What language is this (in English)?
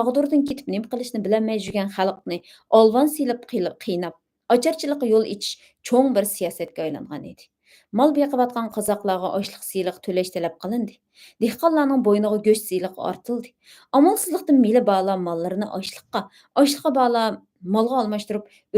Uyghur